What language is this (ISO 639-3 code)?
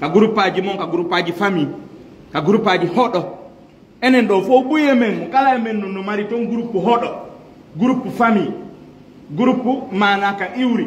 ful